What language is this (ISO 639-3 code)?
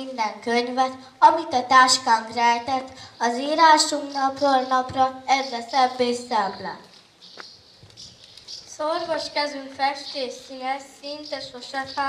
hun